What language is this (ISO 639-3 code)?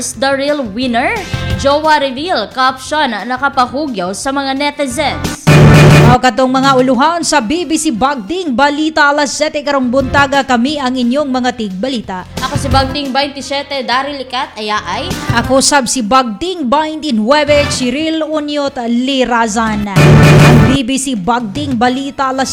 ceb